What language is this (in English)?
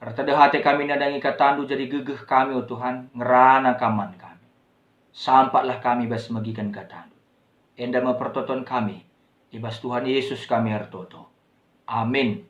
Batak Karo